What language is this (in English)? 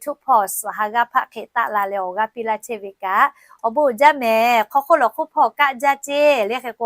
Lahu